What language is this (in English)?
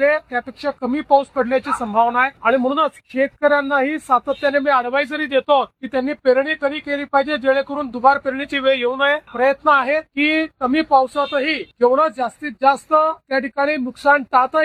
Marathi